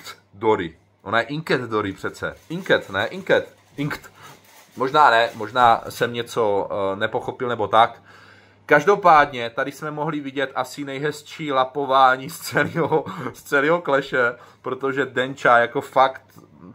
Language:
Czech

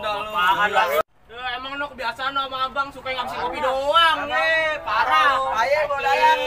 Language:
Betawi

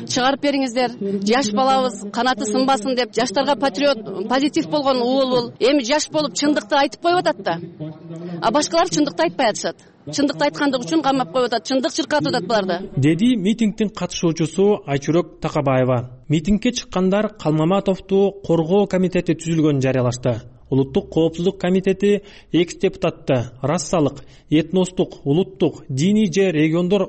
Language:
Kyrgyz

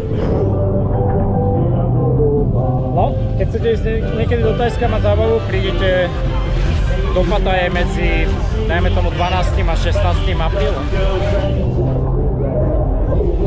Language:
Slovak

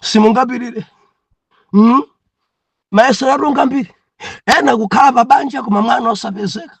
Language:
Nyanja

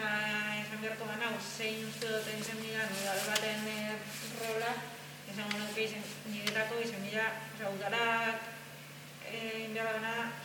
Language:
Basque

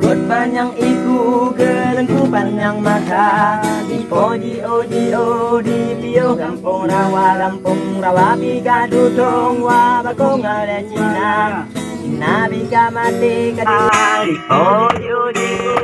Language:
Achinese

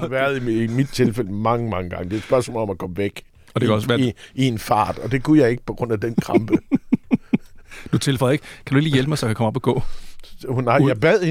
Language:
Danish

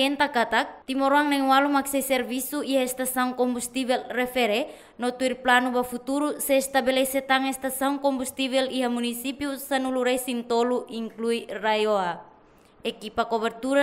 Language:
Tetum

